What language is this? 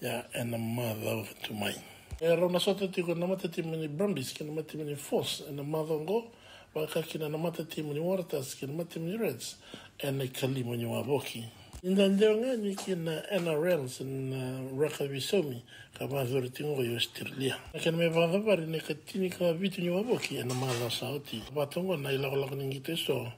Fijian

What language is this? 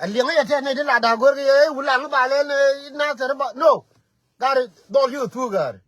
Nuer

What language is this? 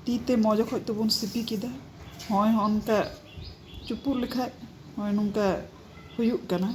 Santali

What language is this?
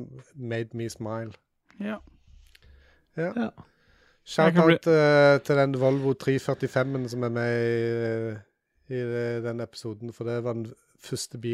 Norwegian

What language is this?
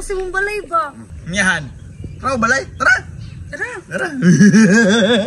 Cebuano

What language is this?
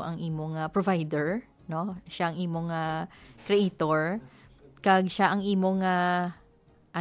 Hiligaynon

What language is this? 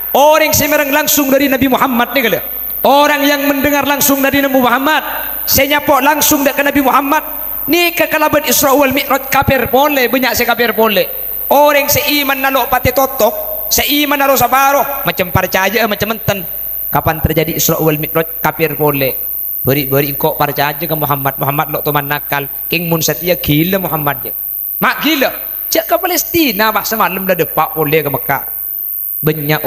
Madurese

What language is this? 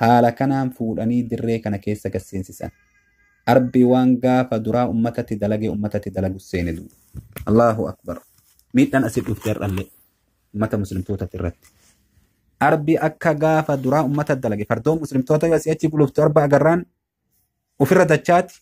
Oromo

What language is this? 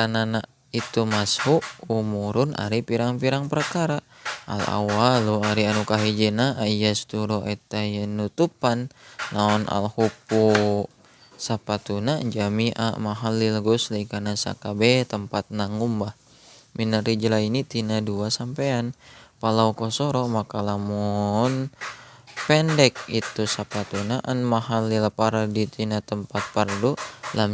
Sundanese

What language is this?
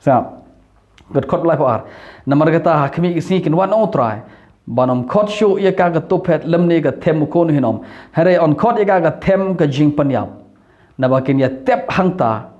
Khasi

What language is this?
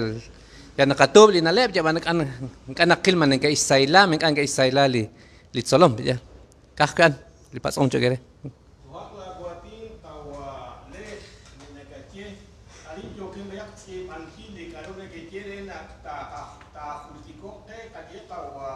Kekchí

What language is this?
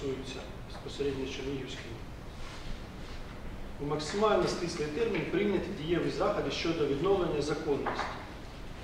Ukrainian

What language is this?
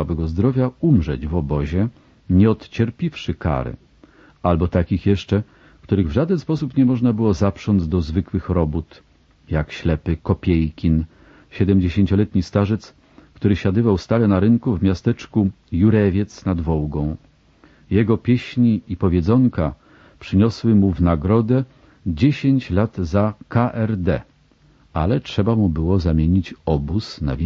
Polish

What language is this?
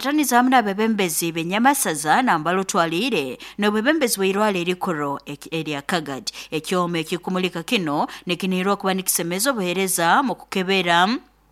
Nyoro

